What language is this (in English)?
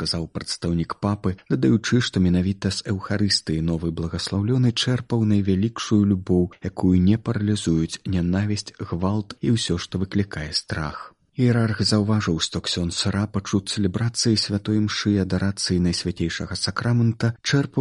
Belarusian